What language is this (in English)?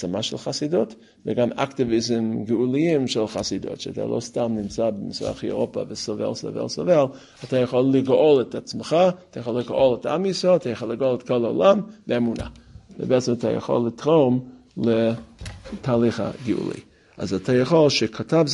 Hebrew